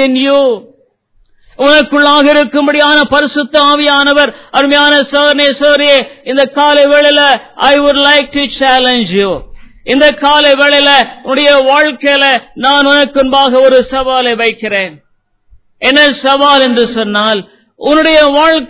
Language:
Tamil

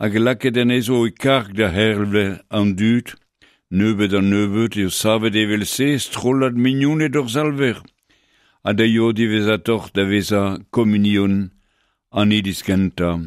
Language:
Breton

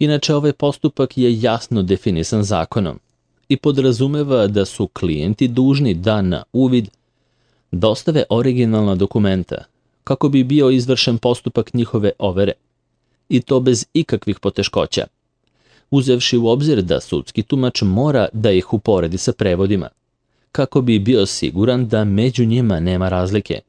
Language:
Serbian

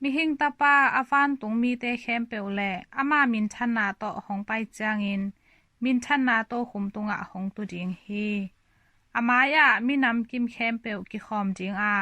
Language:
Tedim Chin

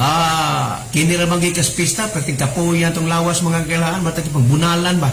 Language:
Cebuano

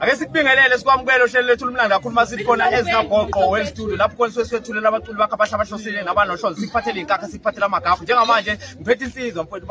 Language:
Zulu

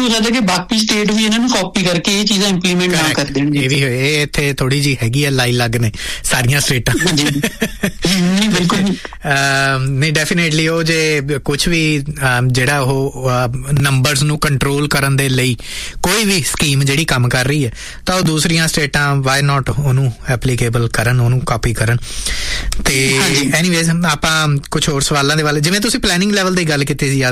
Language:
Punjabi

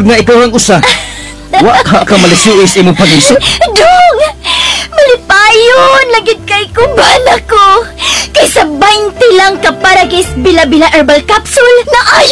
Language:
Cebuano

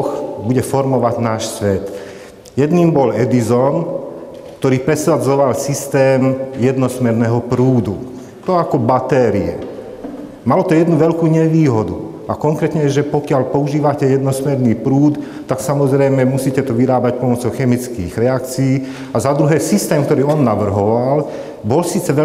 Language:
Slovak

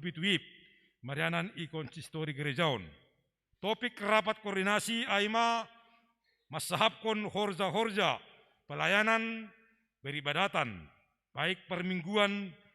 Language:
Batak Simalungun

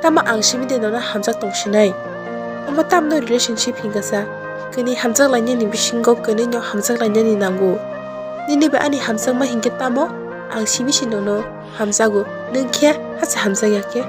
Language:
Kok Borok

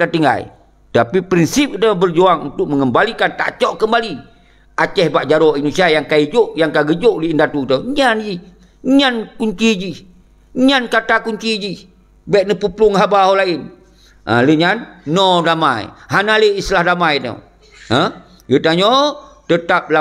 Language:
Achinese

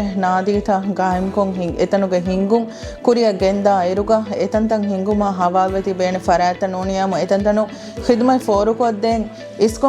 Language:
Divehi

